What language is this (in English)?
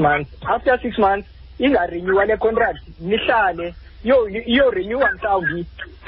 Xhosa